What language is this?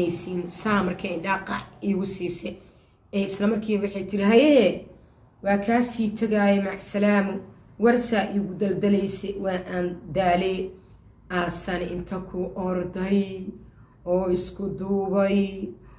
Somali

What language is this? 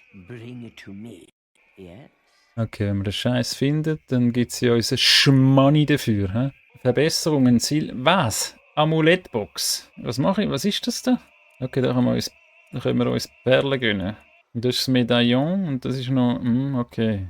Swiss German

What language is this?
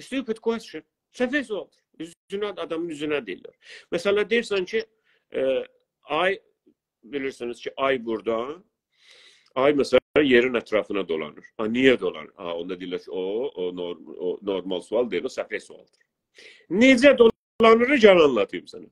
South Azerbaijani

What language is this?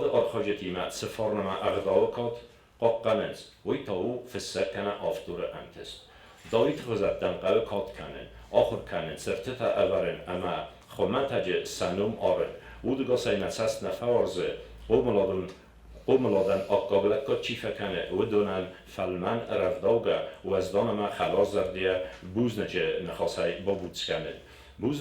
Ossetic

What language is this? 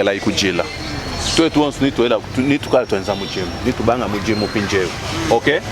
Luba-Lulua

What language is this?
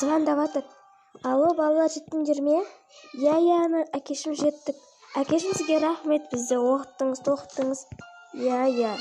Kazakh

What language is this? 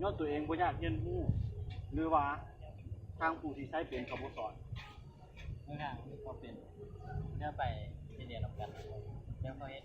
Lao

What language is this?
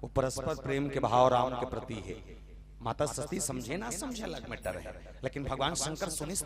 Chhattisgarhi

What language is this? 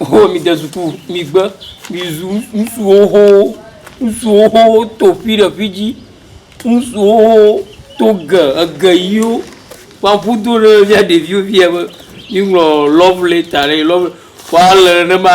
Ewe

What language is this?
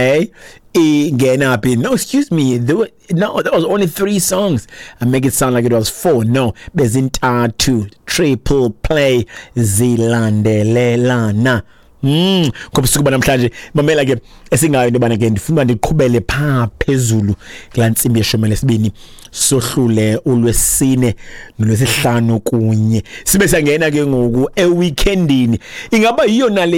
Xhosa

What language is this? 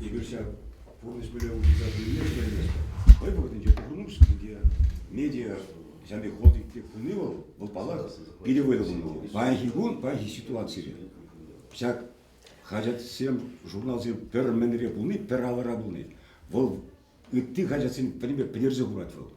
Chuvash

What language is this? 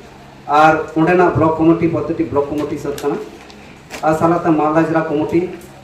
Santali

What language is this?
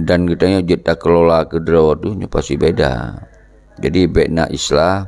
Achinese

